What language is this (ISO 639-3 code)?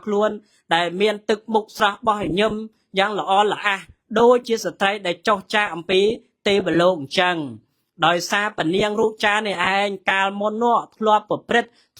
khm